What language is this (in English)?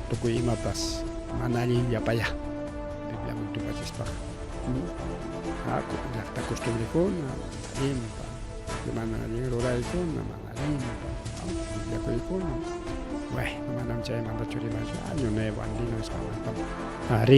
Ayacucho Quechua